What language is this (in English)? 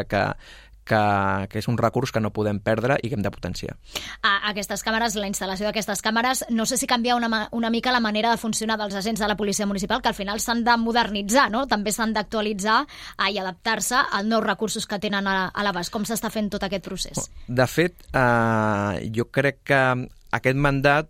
Catalan